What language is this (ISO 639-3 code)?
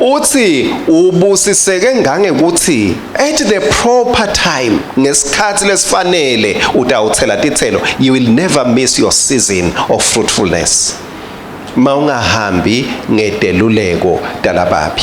ssw